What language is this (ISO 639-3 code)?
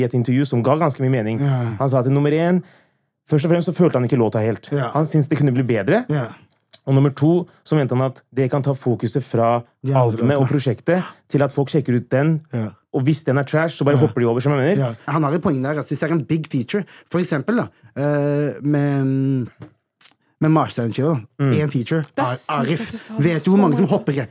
nor